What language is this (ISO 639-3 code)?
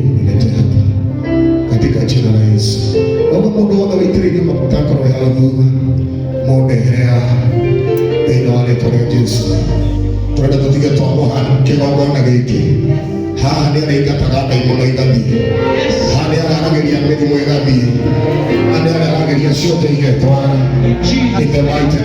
kik